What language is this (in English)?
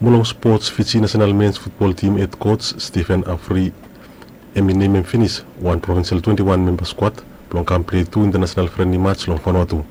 Bislama